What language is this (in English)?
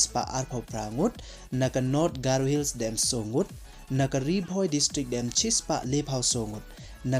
Pnar